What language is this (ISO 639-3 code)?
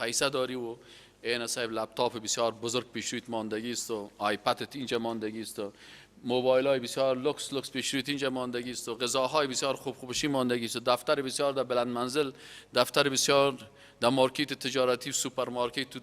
fas